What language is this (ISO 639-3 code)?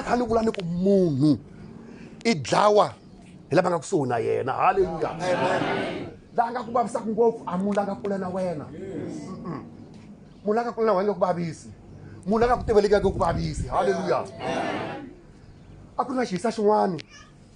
tso